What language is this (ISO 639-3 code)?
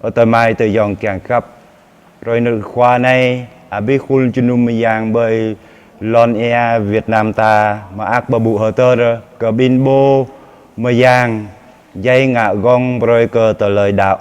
jra